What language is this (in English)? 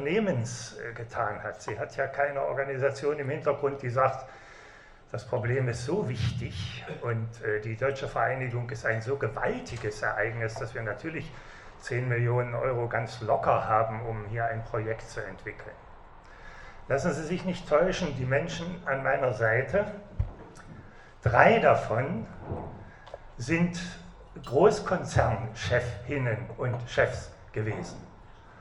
German